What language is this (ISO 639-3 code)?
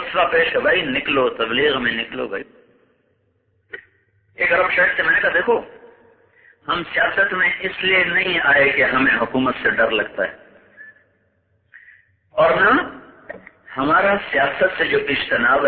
urd